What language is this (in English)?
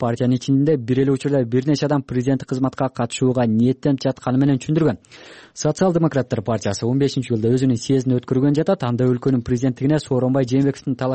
Kyrgyz